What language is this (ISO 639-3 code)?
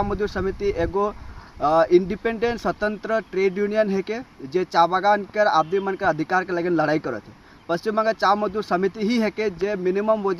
sck